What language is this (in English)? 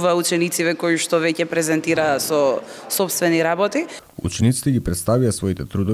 Macedonian